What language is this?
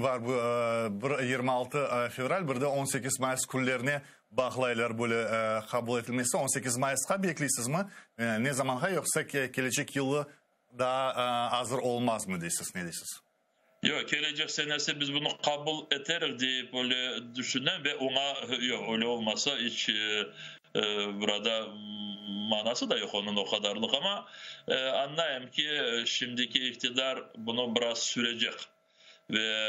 Crimean Tatar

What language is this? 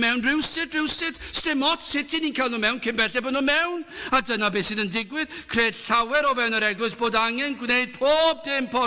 Welsh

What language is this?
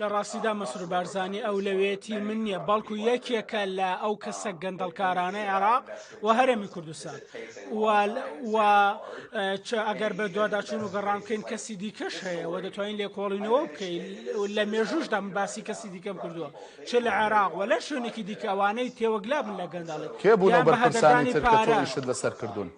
Central Kurdish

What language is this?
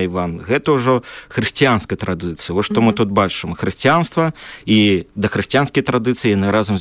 Belarusian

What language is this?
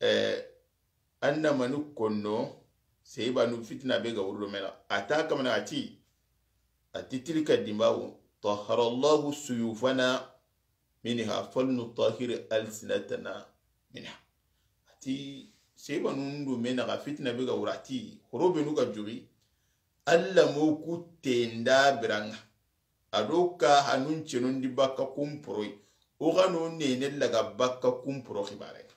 Soninke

